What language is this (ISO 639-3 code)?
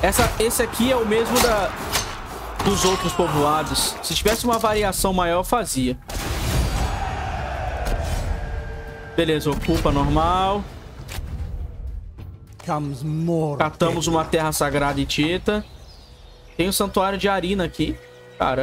por